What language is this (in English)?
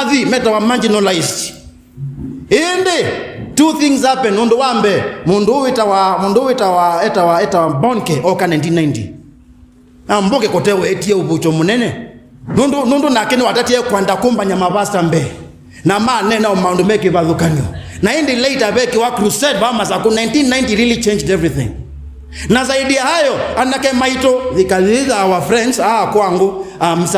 Kamba